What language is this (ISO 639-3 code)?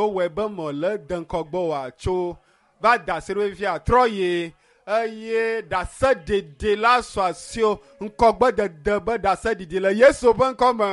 ewe